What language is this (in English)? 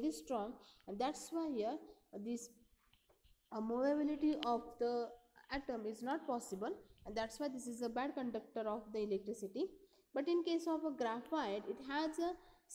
English